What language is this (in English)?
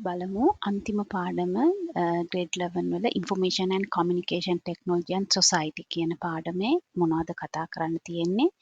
Sinhala